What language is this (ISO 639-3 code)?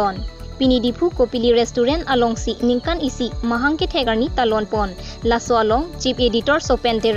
mjw